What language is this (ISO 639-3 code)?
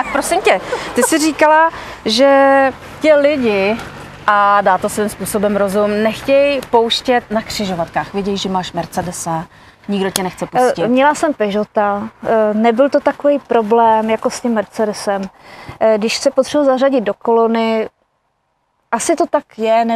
ces